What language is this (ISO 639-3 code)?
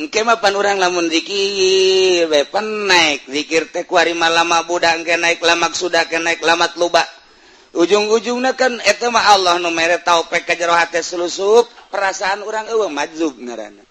sun